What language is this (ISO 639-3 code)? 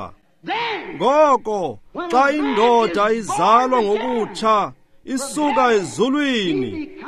xho